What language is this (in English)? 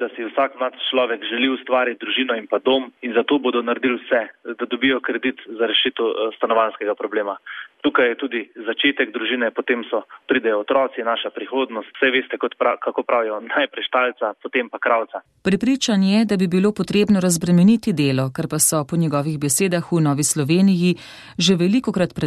Slovenian